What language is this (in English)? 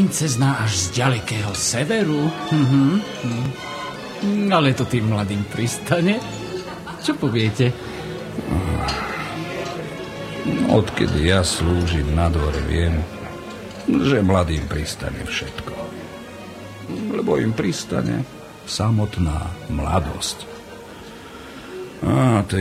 Slovak